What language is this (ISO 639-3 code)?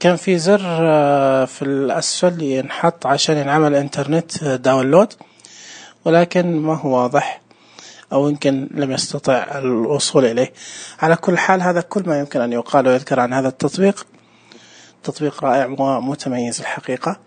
ars